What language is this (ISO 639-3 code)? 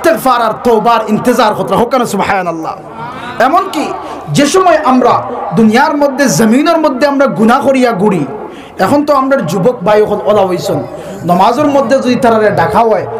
syl